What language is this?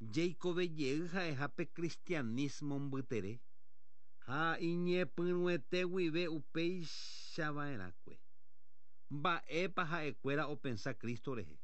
Guarani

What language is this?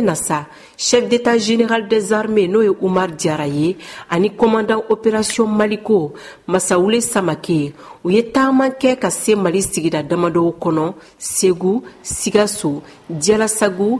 Bambara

